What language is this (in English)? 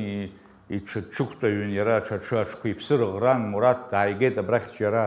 Abkhazian